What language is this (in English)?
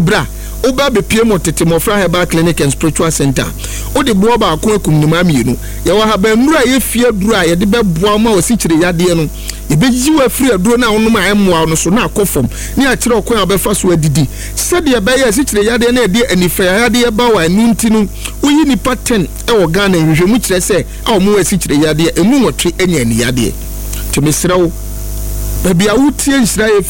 Akan